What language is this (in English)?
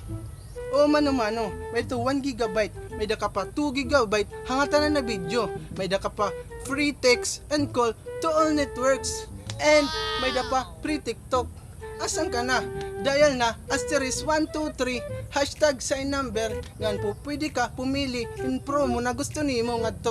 Waray